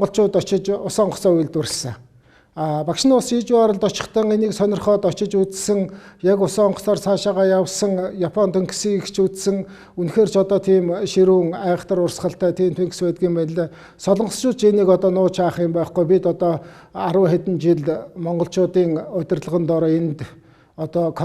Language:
Mongolian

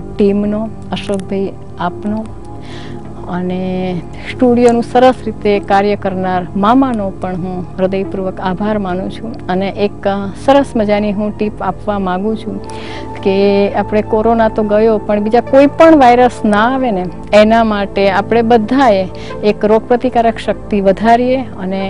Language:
Gujarati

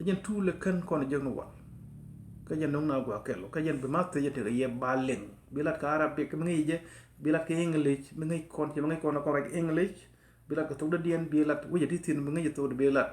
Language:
Nuer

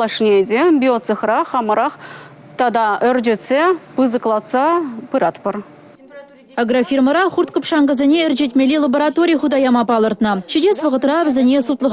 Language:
Chuvash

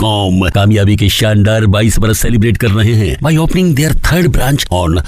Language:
Hindi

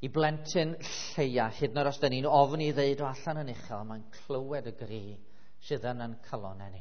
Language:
Welsh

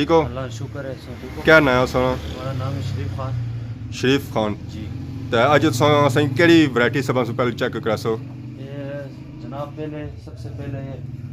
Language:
Pahari-Potwari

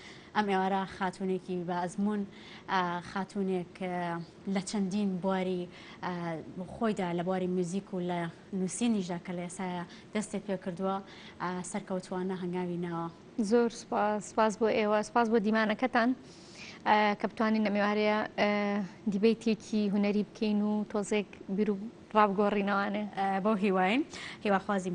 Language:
Central Kurdish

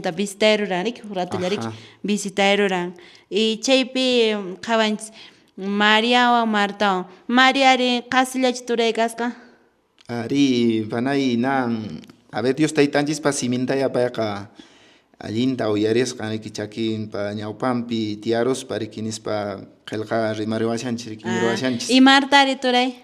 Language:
Quechua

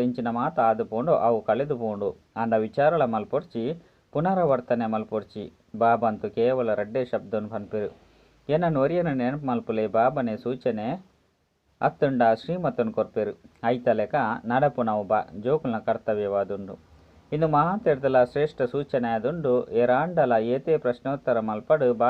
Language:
Tulu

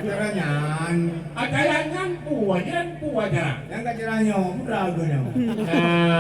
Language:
Achinese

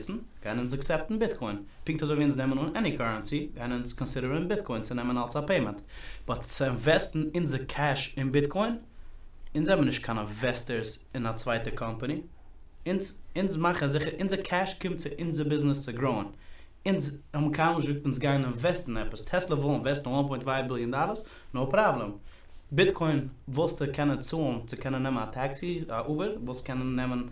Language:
Yiddish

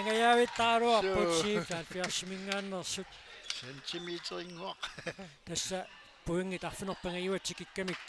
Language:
Kalaallisut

